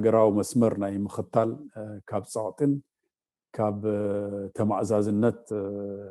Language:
Tigrinya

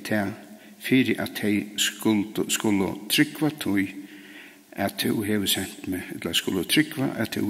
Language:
Faroese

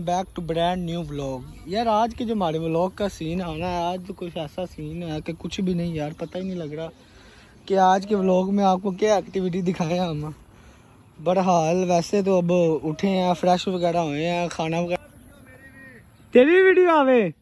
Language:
Hindi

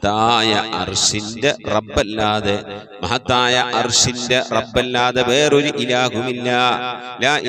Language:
Malayalam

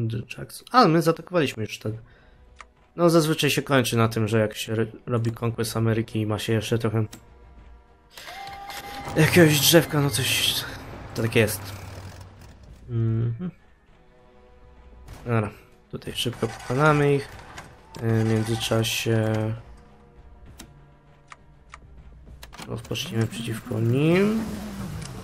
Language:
Polish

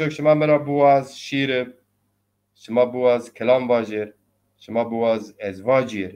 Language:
Zaza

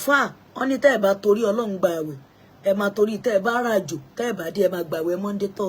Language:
Yoruba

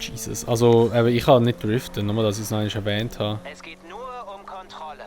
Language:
Swiss German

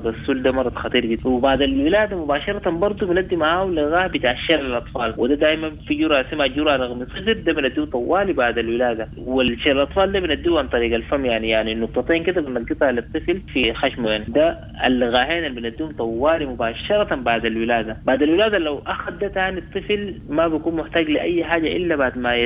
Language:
Sudanese Arabic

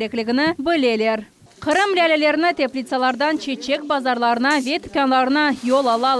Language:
Crimean Tatar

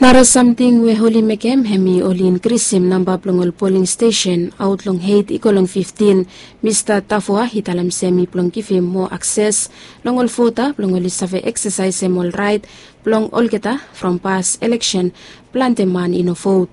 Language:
Bislama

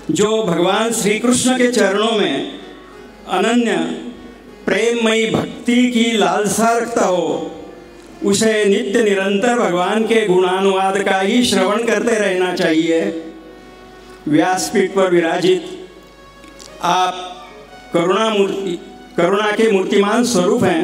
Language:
Hindi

